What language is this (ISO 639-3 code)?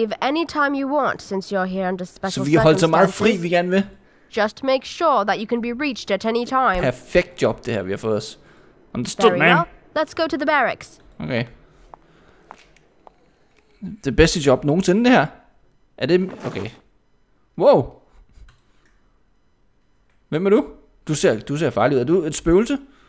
dan